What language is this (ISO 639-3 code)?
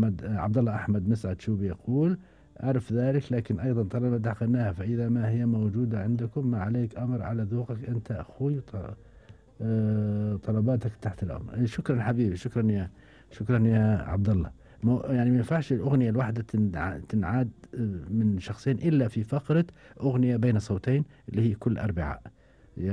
afb